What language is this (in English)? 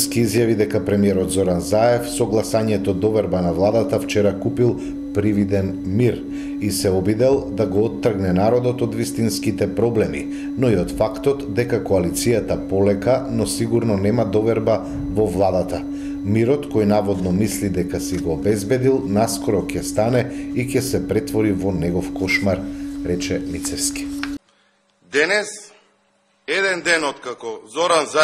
Macedonian